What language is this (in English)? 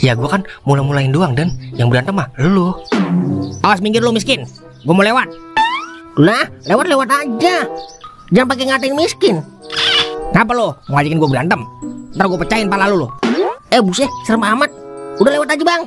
Betawi